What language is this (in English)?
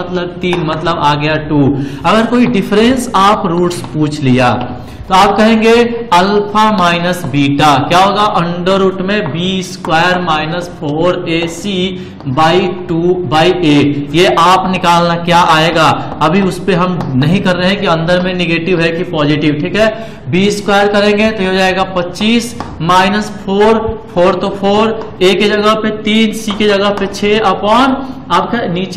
Hindi